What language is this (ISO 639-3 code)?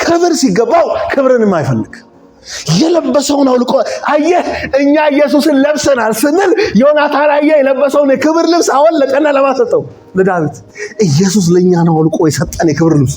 amh